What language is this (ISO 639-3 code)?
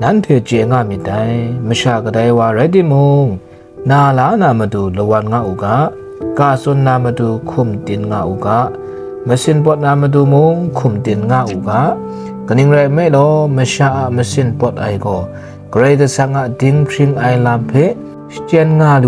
kac